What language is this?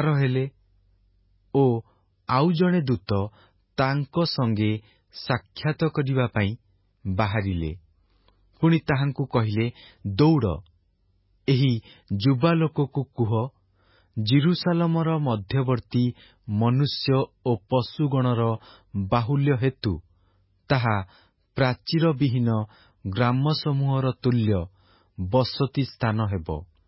Odia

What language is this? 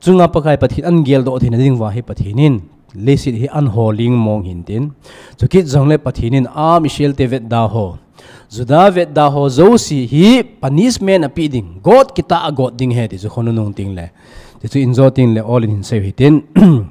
Thado Chin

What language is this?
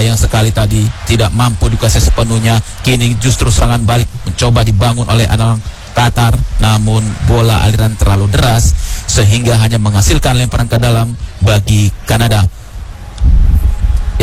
Indonesian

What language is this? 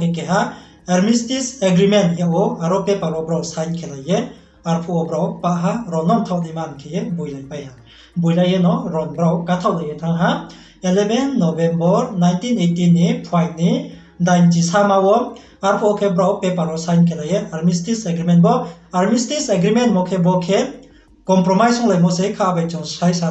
Riang (India)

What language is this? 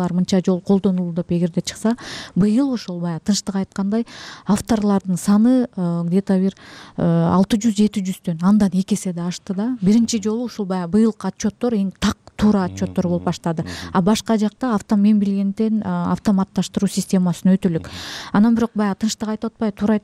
Kyrgyz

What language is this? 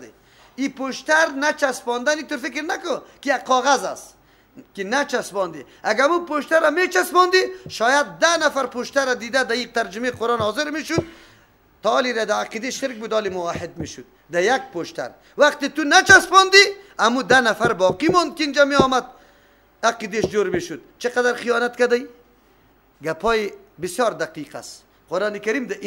Persian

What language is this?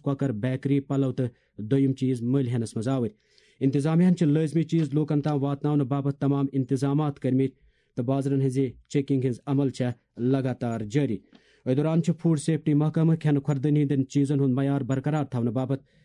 Kashmiri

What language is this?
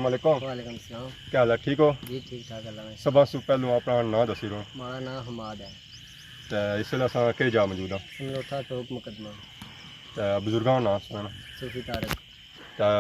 Pahari-Potwari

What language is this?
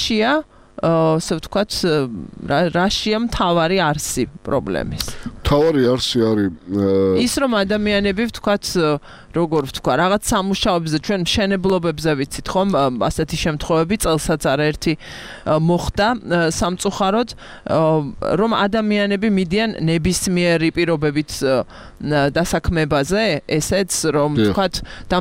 Georgian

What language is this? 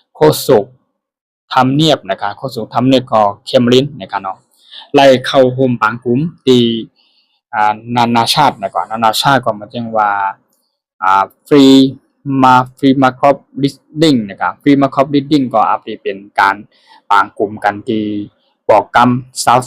Shan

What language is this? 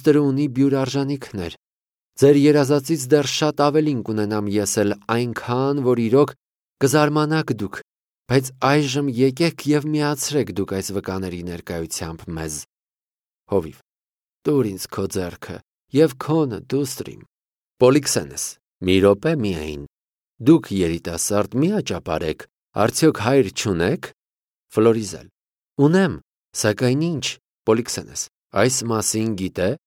Armenian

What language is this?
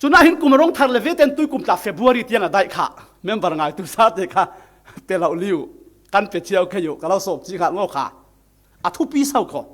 Falam Chin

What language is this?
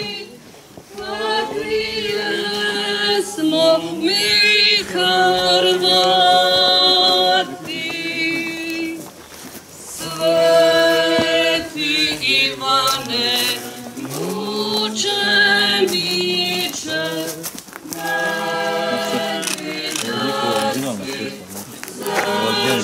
Croatian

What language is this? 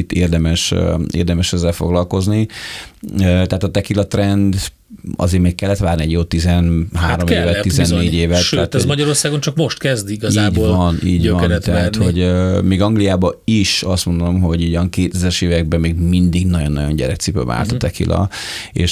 Hungarian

